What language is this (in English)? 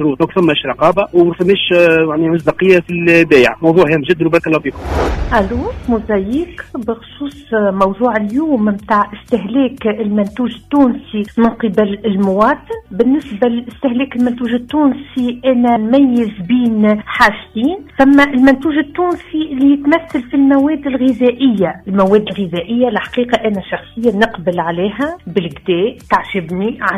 Tunisian Arabic